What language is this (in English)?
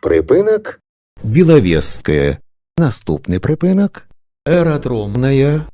Belarusian